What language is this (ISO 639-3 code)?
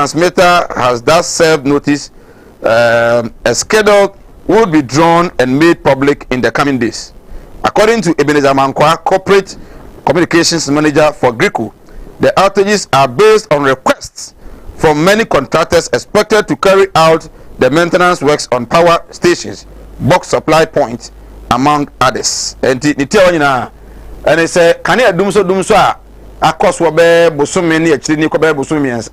aka